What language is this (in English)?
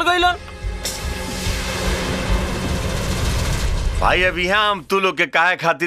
Bhojpuri